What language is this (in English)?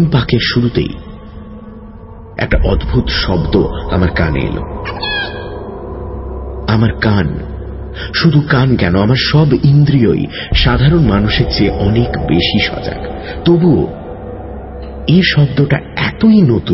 Bangla